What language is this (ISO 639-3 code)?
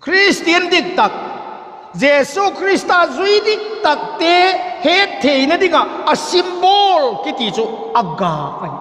vap